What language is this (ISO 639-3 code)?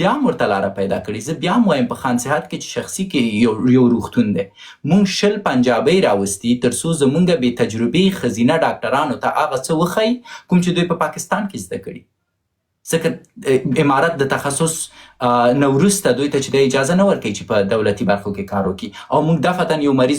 pus